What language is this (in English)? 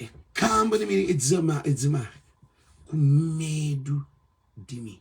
Kabuverdianu